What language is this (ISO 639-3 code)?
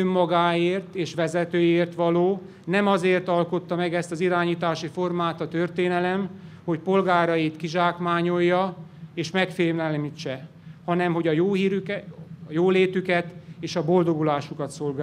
hun